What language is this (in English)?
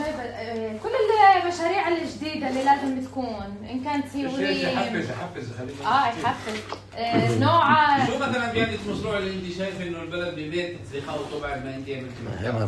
North Levantine Arabic